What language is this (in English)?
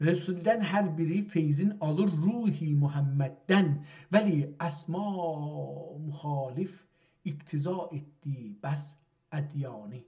South Azerbaijani